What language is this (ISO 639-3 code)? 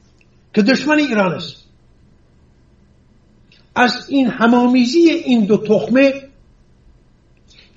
fas